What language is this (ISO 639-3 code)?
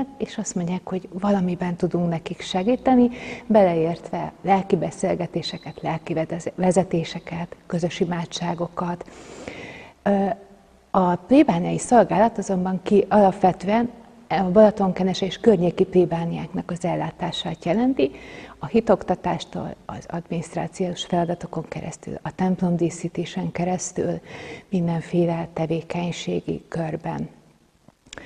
hun